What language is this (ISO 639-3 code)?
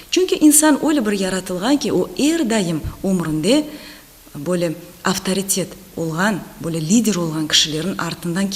crh